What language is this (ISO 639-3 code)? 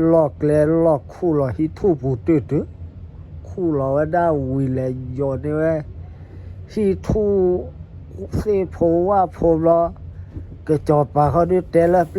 ksw